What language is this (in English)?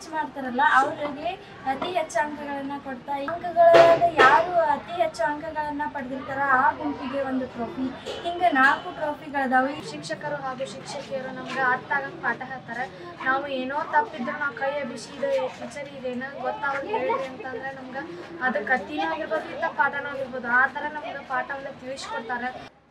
Kannada